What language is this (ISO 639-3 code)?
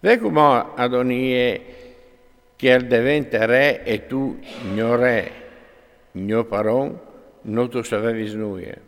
fur